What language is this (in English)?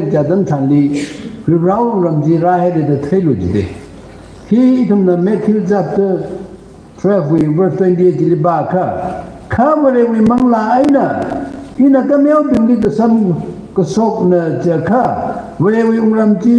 Tangkhul Naga (India)